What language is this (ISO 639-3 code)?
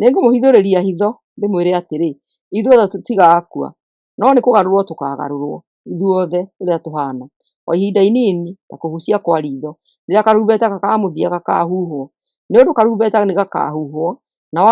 kik